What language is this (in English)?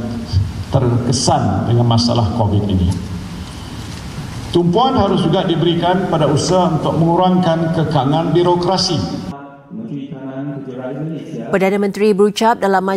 Malay